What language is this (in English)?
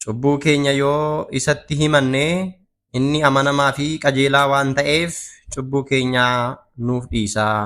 Oromo